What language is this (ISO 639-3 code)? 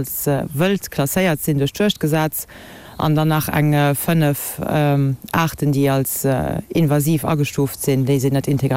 ltz